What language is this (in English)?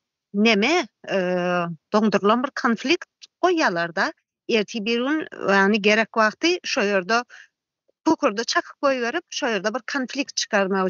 Turkmen